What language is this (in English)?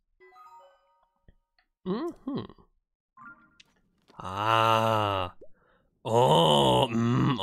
German